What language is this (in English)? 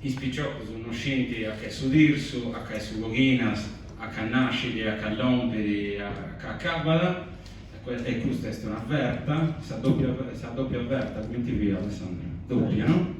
Sardinian